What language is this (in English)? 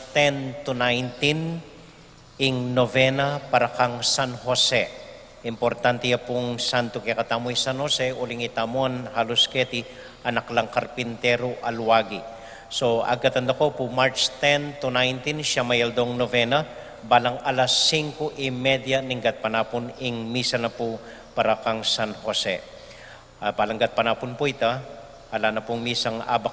Pampanga